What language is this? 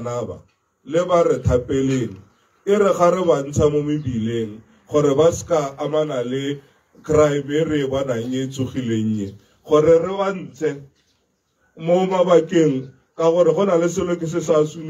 Tswana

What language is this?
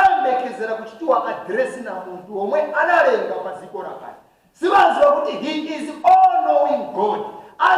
Nyanja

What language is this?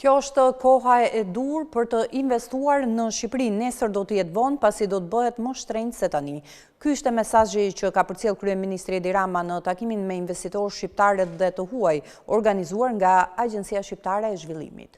Albanian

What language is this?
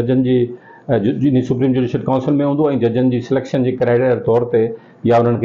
Sindhi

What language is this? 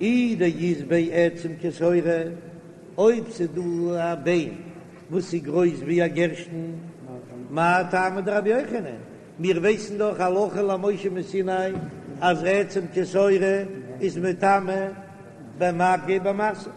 Yiddish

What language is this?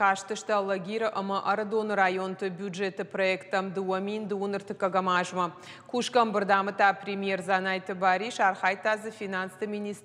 Ossetic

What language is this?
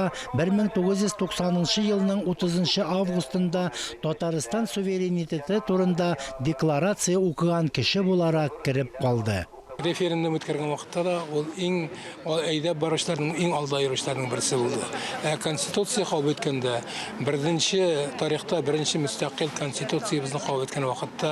Tatar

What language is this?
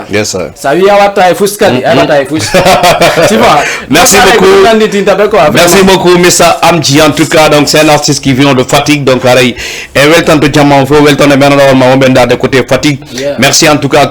Fula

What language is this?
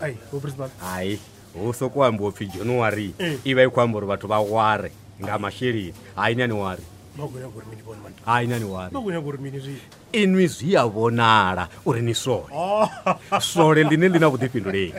Venda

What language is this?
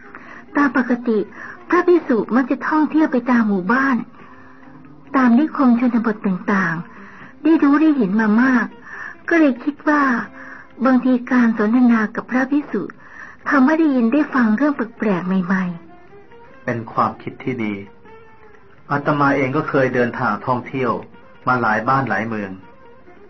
Thai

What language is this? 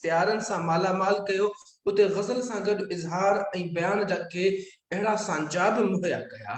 Sindhi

